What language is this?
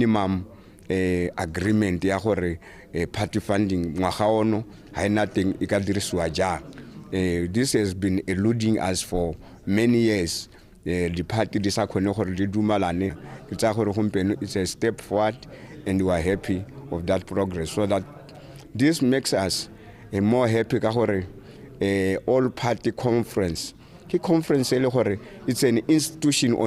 Tswana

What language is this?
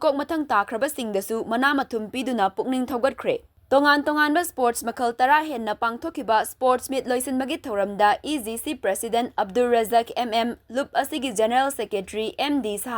Manipuri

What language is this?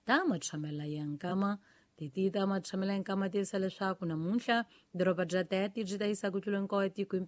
Tsonga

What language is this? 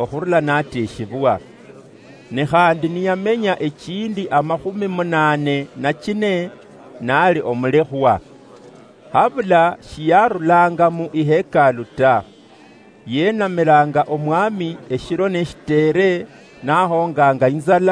Luyia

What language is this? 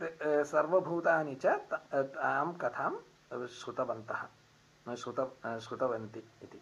Sanskrit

